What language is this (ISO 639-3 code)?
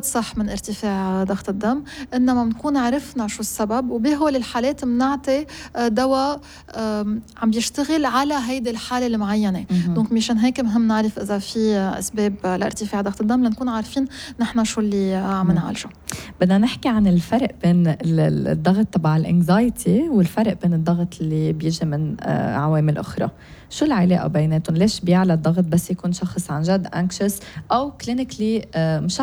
apc